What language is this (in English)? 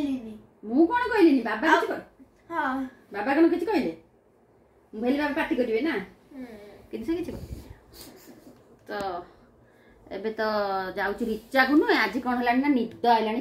Sambalpuri